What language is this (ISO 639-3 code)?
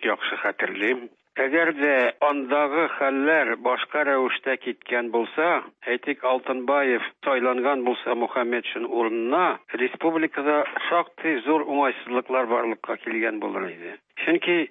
tat